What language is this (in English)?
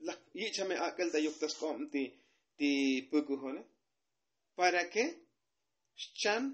Tzotzil